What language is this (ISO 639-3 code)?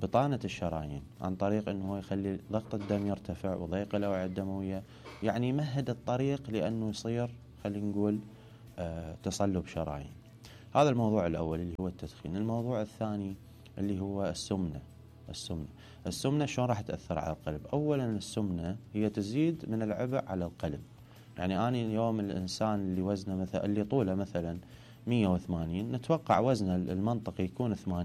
acm